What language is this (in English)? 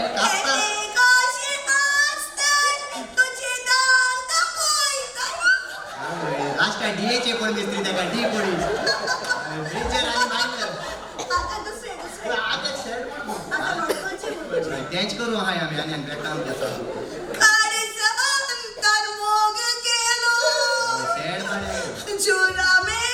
Konkani